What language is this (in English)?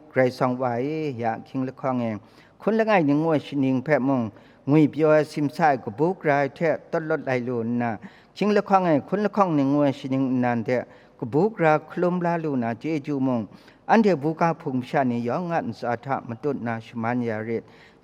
Kachin